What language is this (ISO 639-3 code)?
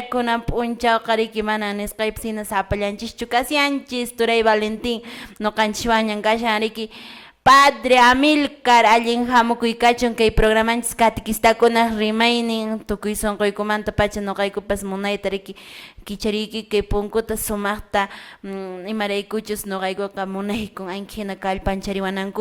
que